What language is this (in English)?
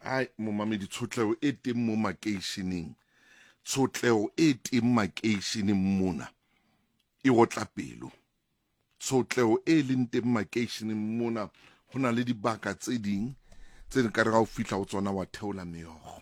Southern Sotho